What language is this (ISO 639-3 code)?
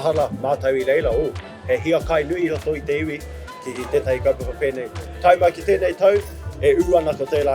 mri